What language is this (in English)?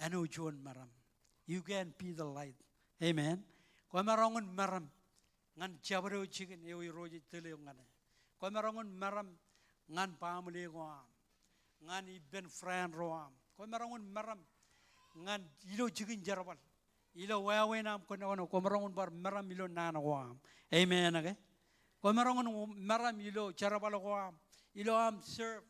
Marshallese